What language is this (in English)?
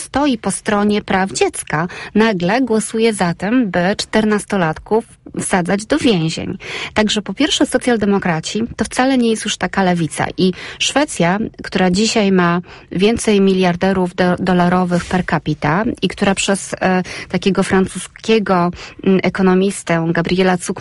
Polish